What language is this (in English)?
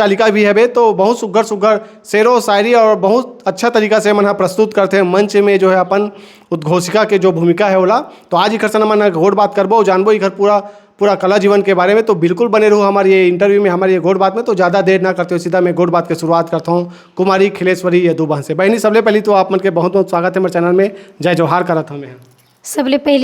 Chhattisgarhi